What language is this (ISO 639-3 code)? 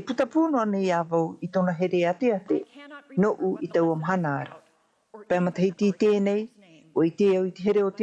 tah